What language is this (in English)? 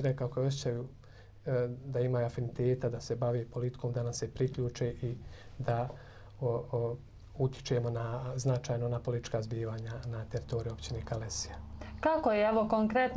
Bosnian